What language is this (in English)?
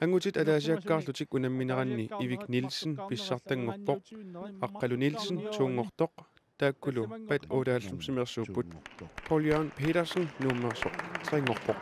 Kalaallisut